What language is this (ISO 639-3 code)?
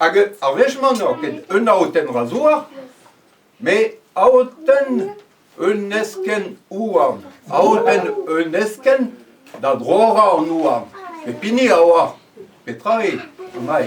bre